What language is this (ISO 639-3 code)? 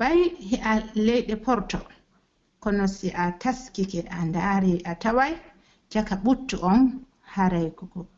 fuf